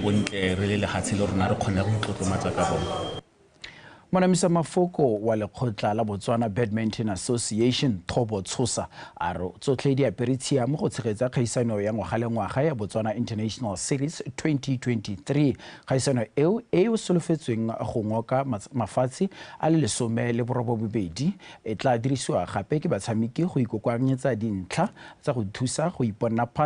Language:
Tswana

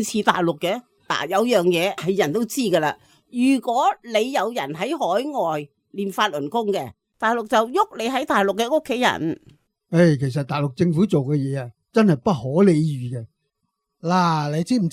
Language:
Cantonese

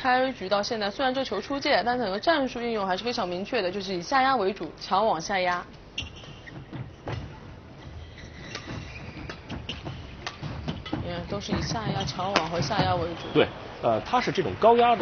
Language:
Chinese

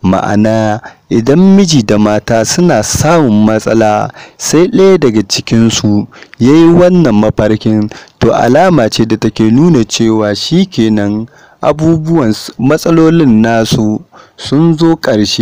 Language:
Hausa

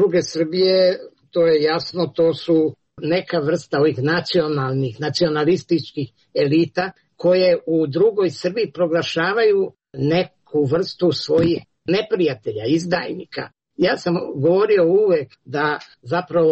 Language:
Serbian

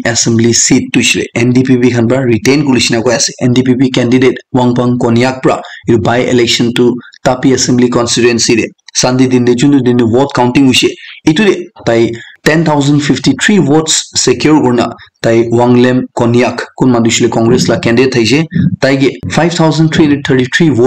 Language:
Naga Pidgin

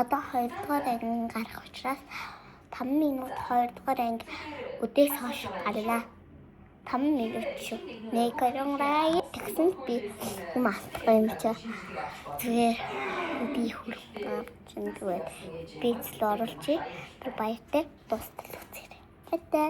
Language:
Mongolian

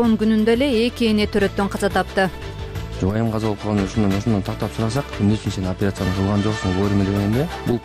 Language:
Kyrgyz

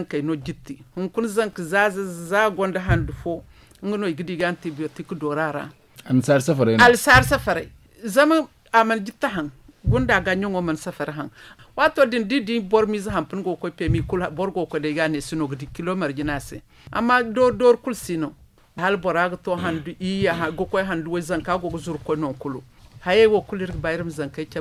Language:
Zarma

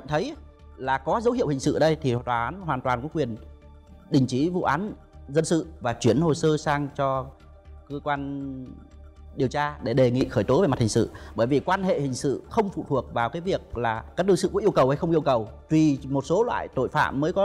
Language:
Vietnamese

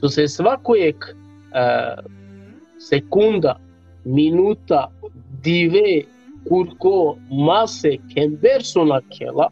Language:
Balkan Romani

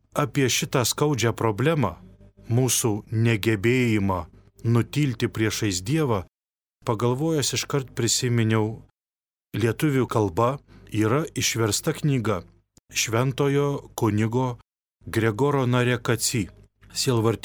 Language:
Lithuanian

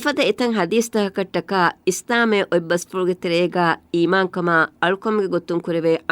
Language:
Divehi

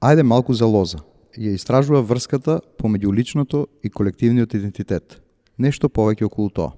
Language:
Macedonian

